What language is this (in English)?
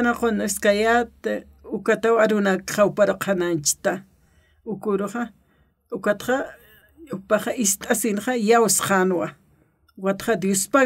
Aymara